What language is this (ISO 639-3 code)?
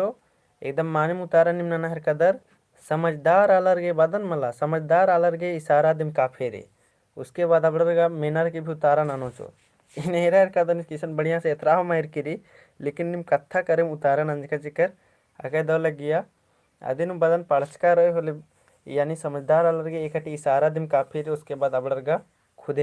kru